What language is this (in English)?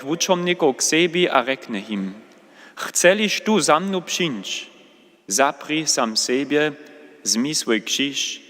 Upper Sorbian